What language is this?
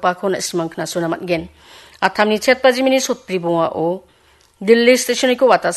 Garo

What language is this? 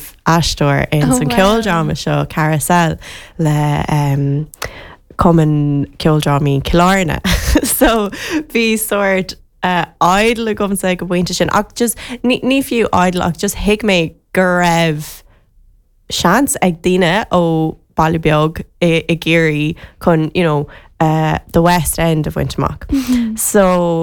Irish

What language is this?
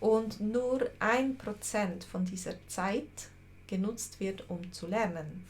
Swiss German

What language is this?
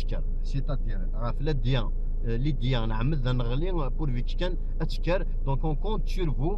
Kabyle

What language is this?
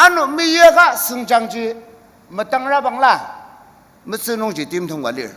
Ao Naga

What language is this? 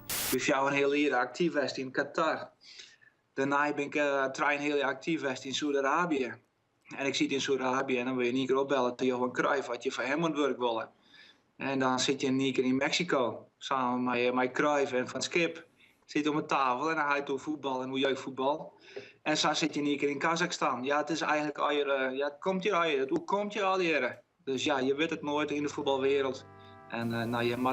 Western Frisian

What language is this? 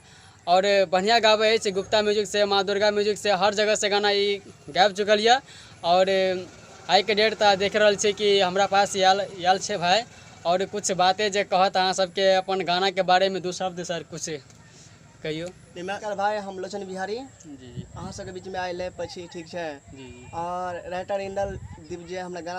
Maithili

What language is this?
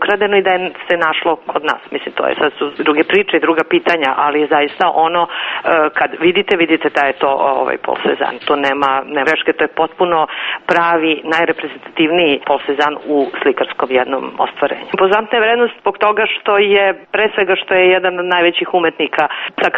Serbian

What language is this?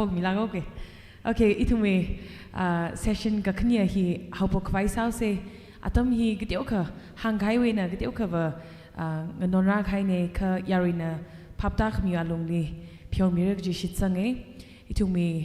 Tangkhul Naga (India)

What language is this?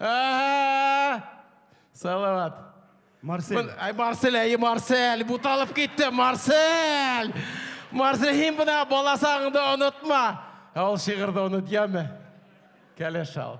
Bashkir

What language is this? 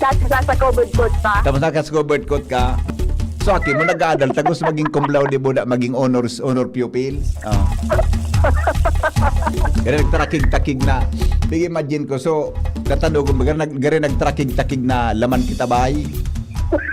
Bikol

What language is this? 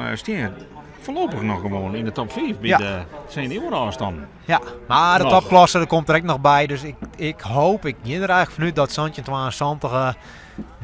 Western Frisian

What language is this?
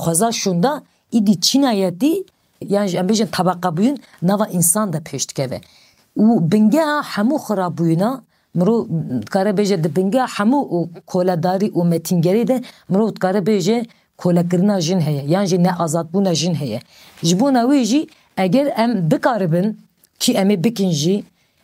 Kurdish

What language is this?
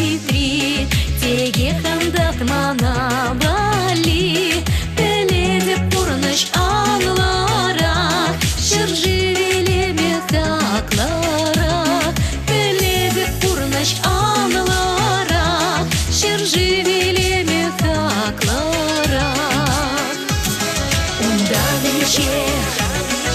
Chuvash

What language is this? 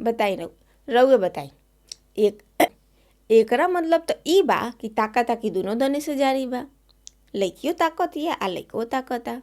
Bhojpuri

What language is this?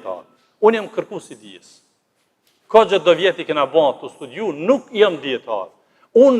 Albanian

